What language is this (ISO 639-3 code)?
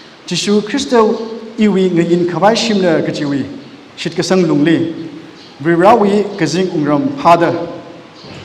nmf